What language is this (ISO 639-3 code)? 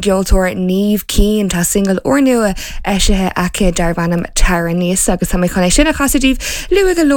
gle